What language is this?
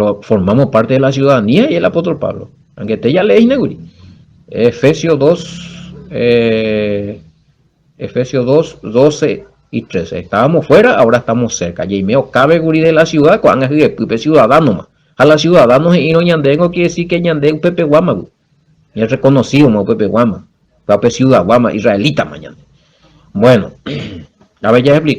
Guarani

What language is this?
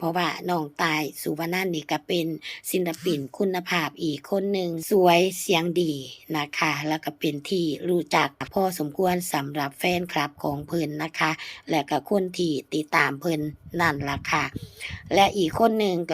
Lao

